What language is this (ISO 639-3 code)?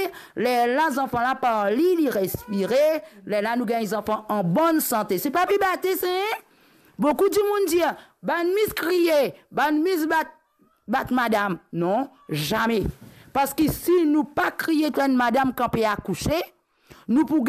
mfe